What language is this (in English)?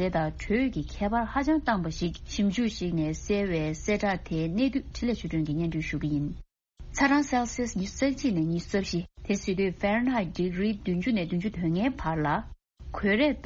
Tibetan